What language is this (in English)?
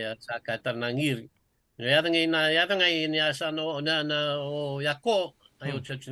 Fijian